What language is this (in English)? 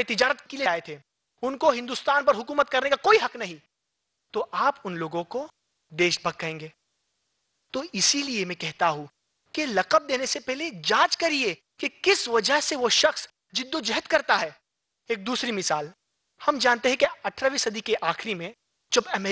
Urdu